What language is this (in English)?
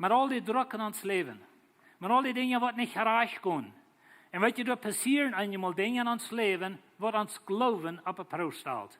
Plautdietsch